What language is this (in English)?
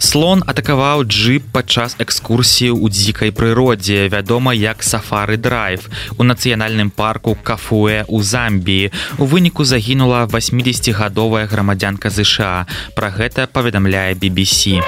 Belarusian